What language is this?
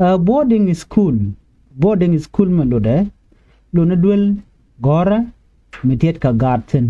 Nuer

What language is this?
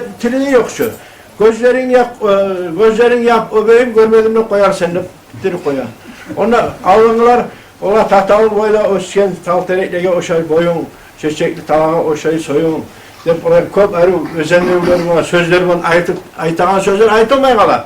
Kumyk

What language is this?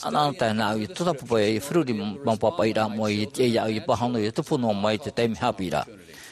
Tahitian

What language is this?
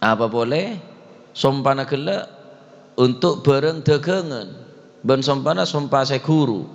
Madurese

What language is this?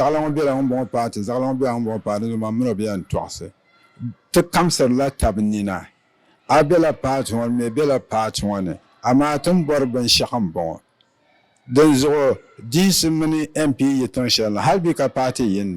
Dagbani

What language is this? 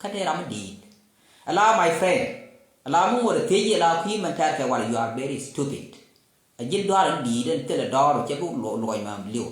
Nuer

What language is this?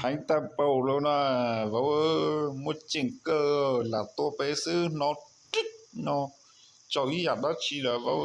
Hmong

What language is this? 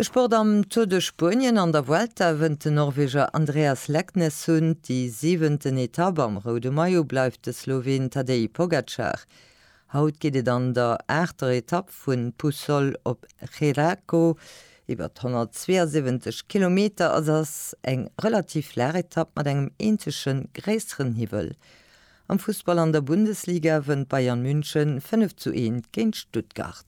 Luxembourgish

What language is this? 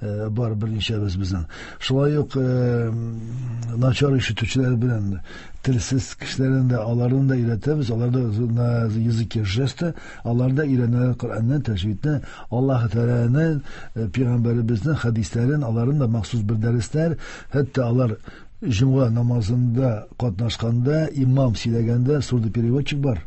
Tatar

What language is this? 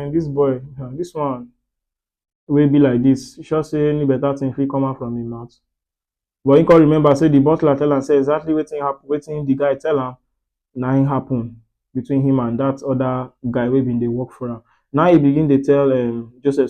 Nigerian Pidgin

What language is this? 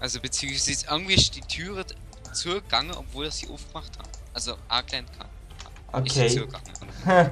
Swiss German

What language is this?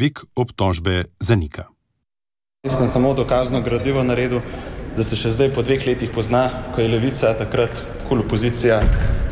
Slovenian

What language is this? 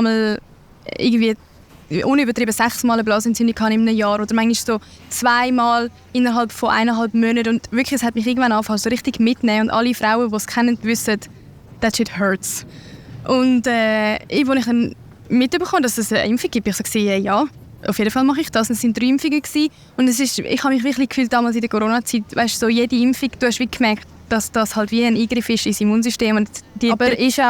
Swiss German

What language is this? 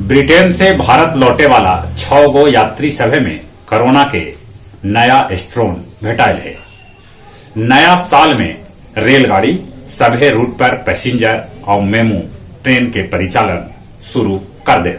Magahi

